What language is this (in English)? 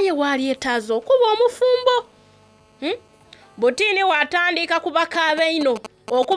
Soga